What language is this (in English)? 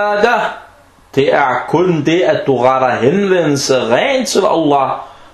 Danish